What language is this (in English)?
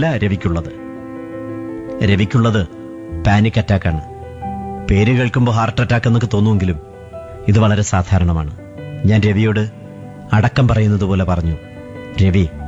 Malayalam